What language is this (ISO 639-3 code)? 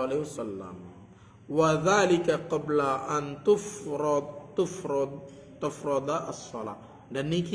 sas